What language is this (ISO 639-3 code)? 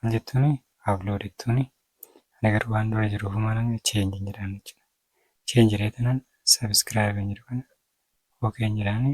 orm